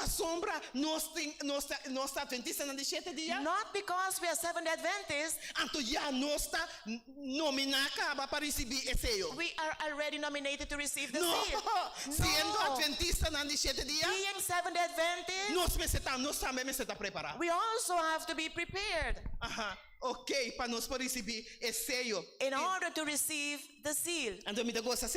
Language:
Papiamento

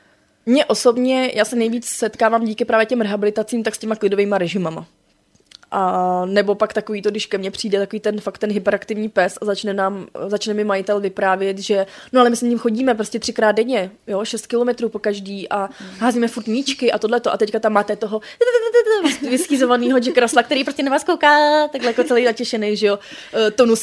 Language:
Czech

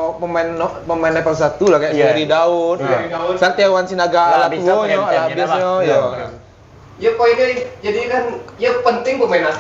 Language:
Minangkabau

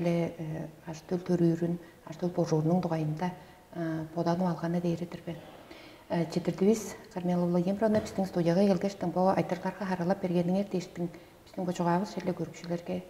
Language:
Tuvinian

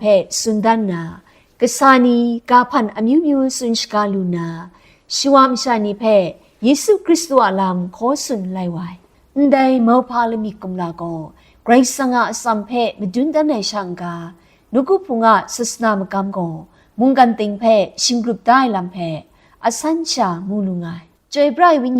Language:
Kachin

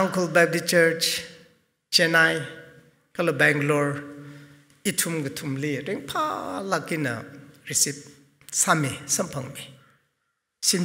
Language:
Tangkhul Naga (India)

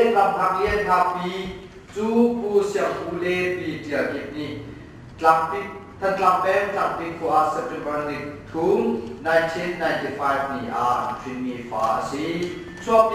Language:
Hakha Chin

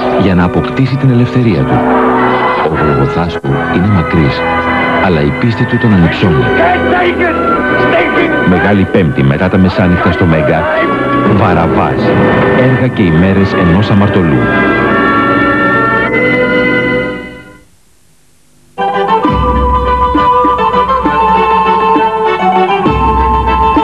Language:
Greek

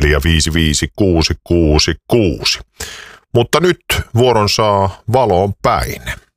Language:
Finnish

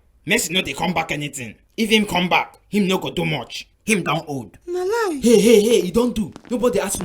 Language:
Nigerian Pidgin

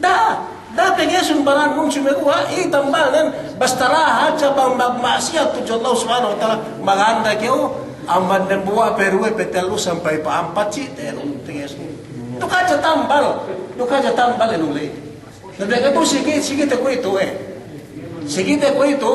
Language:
Yakan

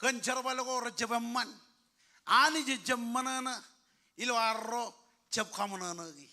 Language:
Marshallese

